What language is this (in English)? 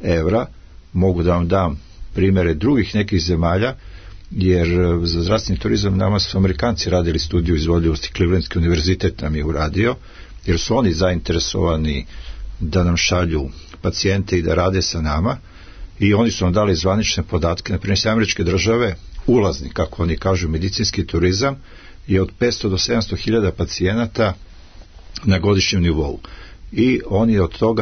Serbian